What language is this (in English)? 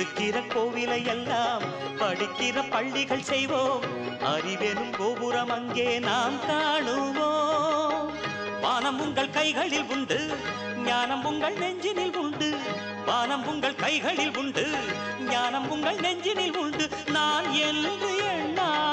Tamil